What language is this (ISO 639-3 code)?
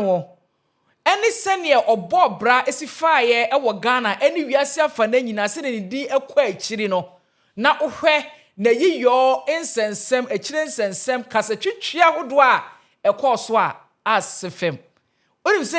aka